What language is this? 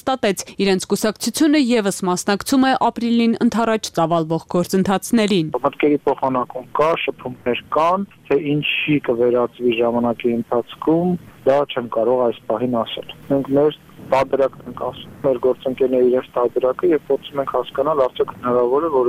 Armenian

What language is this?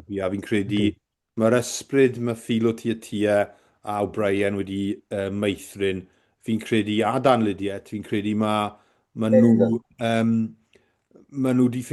Welsh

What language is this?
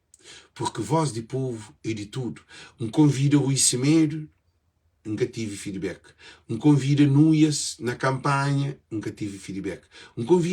Kabuverdianu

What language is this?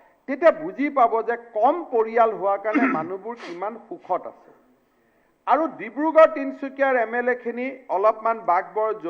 Assamese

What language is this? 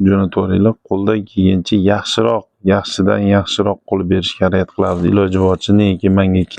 Uzbek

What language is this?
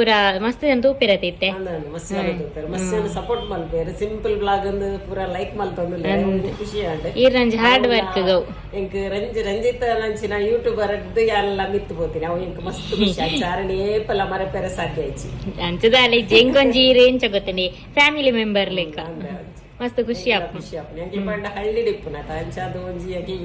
Tulu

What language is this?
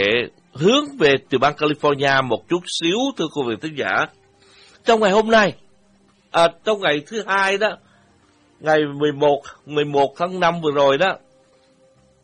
Vietnamese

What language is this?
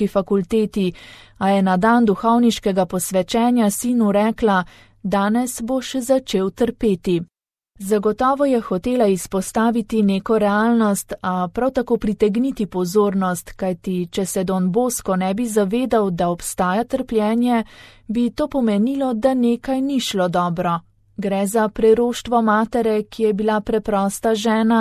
Slovenian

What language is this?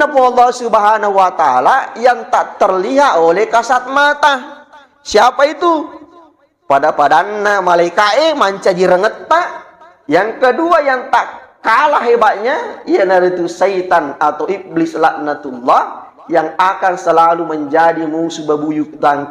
Buginese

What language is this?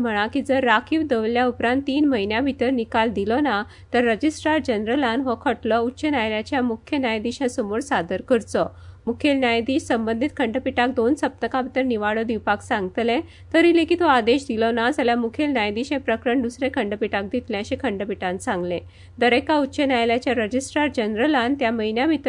Konkani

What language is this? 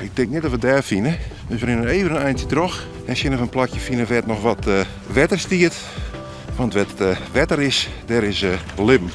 Western Frisian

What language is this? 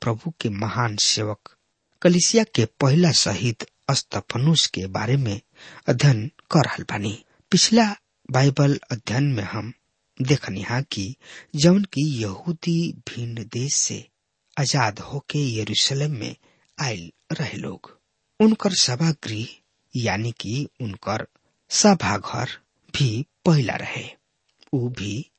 Bhojpuri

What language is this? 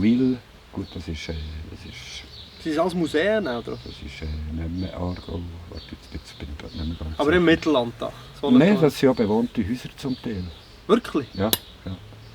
Swiss German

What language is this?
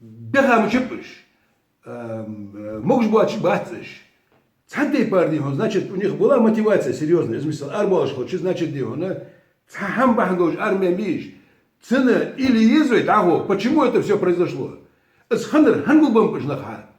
Ingush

